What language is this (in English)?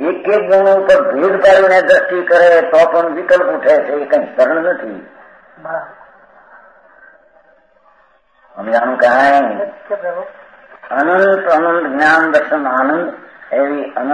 Gujarati